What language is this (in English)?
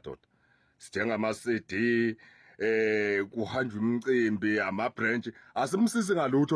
Zulu